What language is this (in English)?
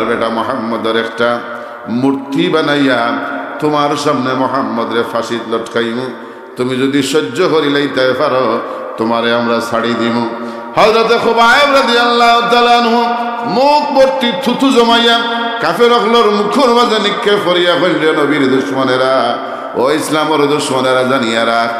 Sylheti